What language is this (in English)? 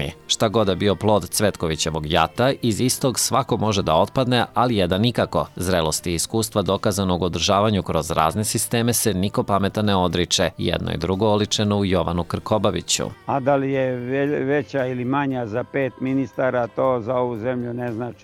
Serbian